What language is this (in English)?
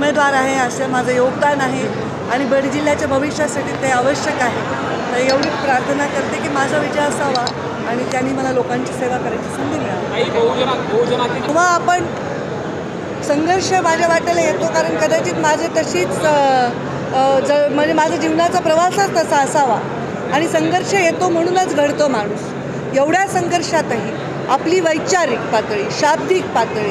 Marathi